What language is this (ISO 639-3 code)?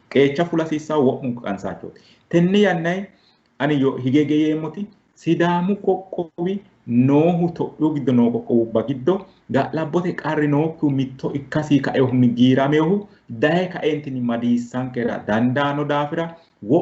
sid